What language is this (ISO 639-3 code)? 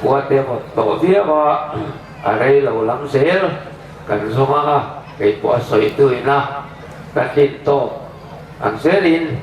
hmr